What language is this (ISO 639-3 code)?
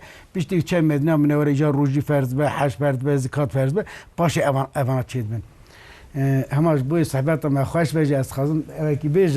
kur